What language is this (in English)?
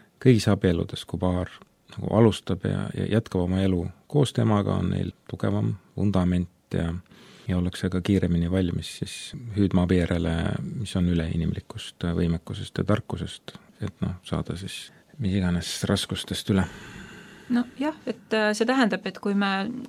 Estonian